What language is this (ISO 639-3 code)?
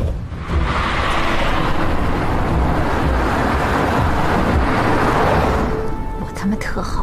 zho